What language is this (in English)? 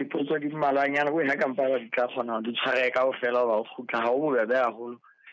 Southern Sotho